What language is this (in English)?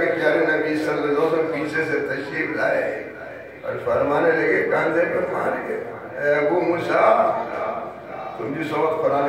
Urdu